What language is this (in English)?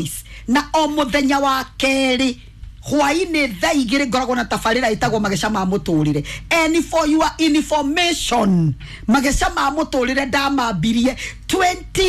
Kikuyu